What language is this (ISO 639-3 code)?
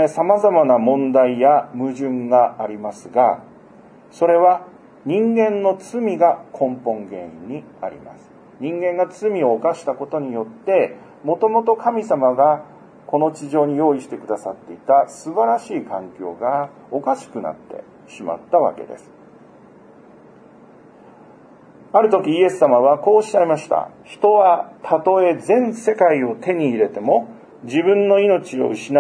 jpn